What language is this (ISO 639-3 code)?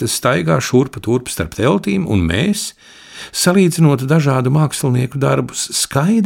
lav